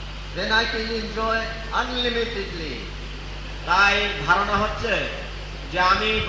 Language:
Bangla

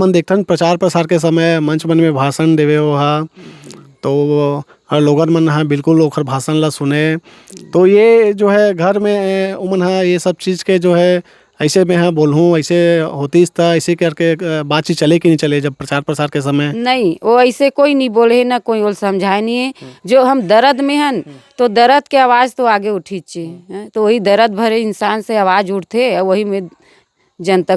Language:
Chhattisgarhi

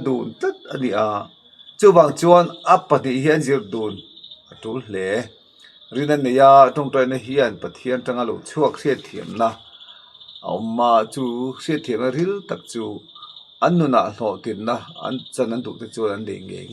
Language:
Mizo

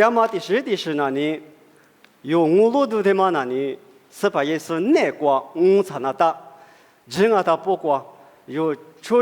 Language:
Lisu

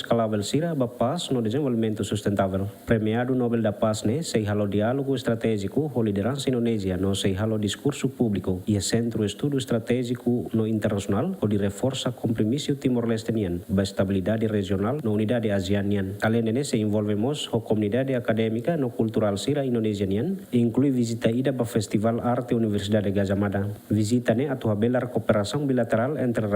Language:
Tetum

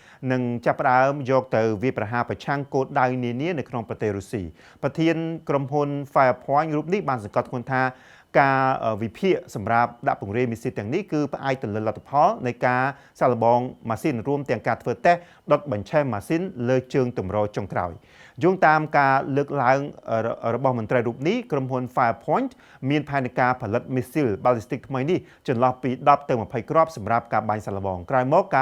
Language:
Khmer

